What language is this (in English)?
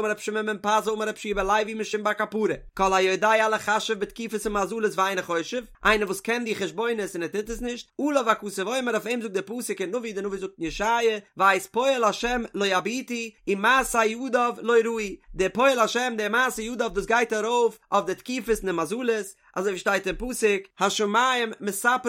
Yiddish